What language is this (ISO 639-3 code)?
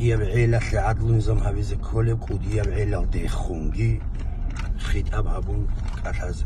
ava